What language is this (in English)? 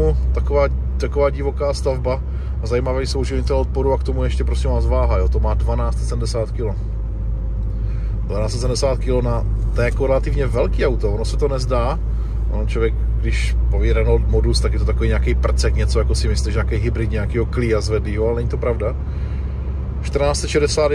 Czech